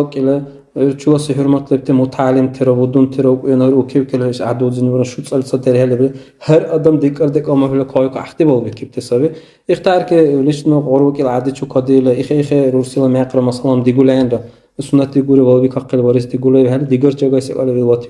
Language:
Dargwa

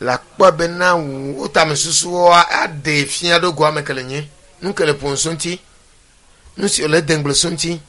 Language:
Ewe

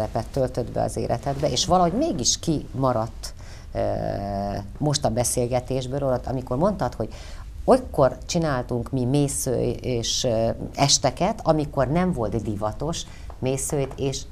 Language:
Hungarian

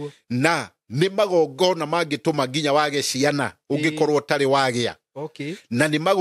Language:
Kikuyu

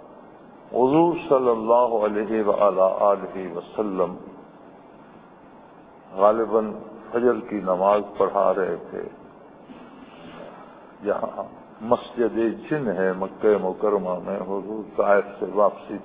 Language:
Urdu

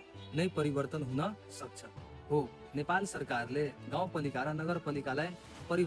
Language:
Nepali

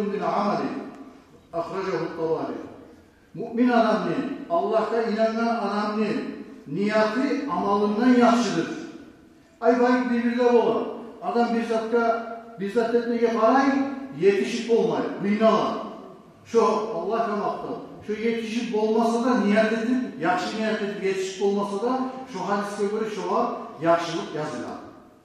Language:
Kumyk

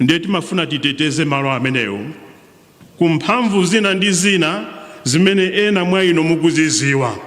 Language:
Nyanja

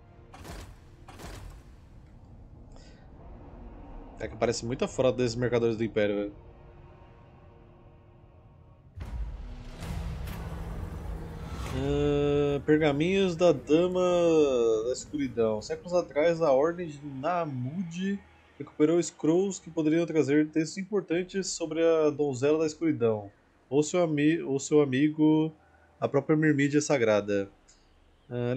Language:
Portuguese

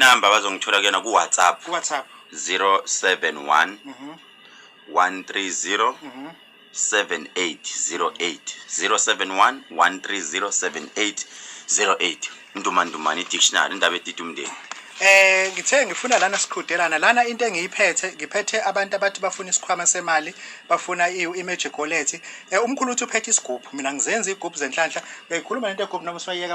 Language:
Zulu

